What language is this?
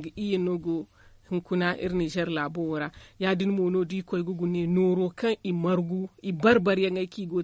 Zarma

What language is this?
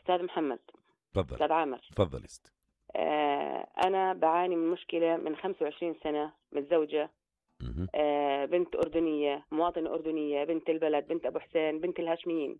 North Levantine Arabic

